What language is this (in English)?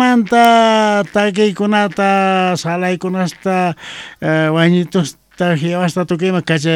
South Bolivian Quechua